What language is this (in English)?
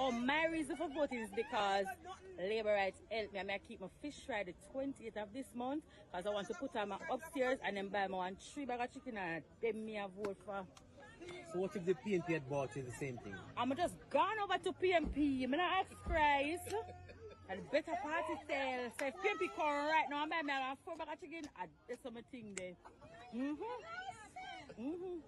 Jamaican Creole English